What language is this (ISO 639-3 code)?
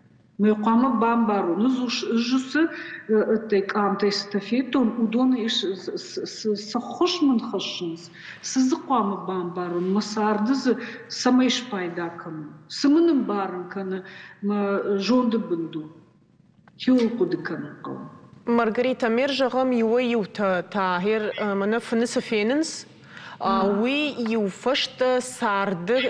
oss